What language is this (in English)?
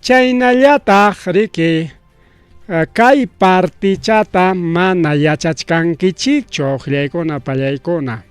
Ayacucho Quechua